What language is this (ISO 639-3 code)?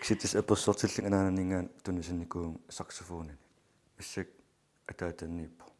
kal